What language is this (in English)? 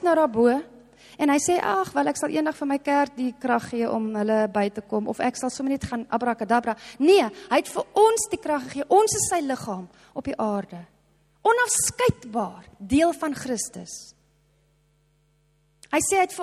Afrikaans